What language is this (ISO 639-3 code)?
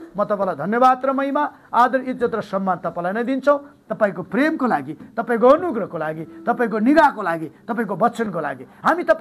nep